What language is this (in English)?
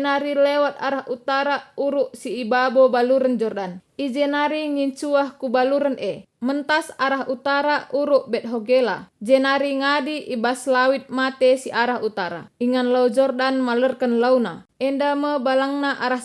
Batak Karo